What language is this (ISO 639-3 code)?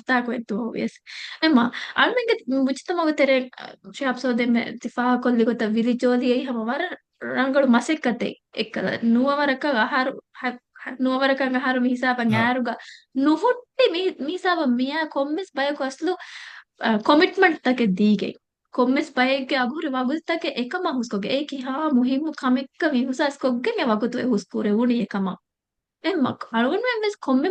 div